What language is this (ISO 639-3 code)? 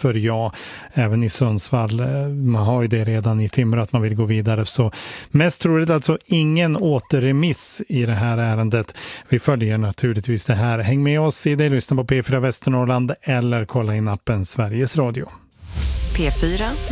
swe